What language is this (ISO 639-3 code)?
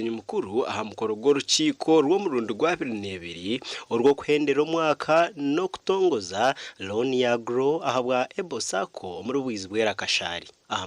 nyn